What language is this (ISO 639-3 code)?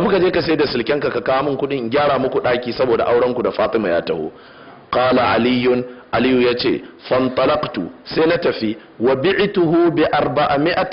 hau